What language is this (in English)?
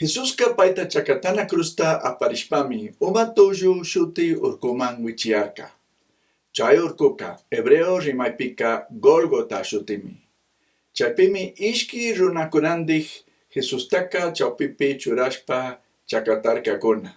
Chimborazo Highland Quichua